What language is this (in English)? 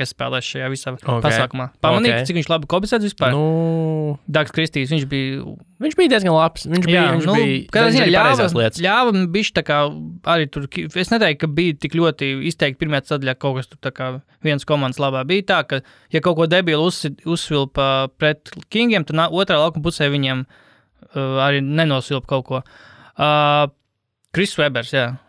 Latvian